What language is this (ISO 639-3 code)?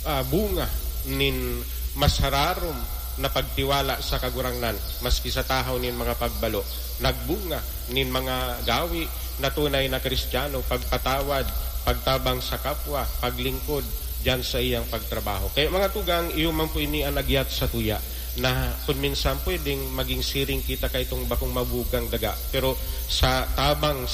bik